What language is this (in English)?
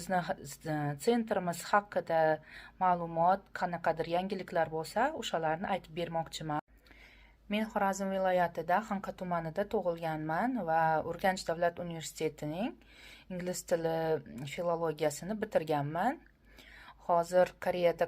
Uzbek